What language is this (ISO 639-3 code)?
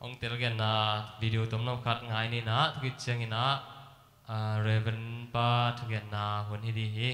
ctd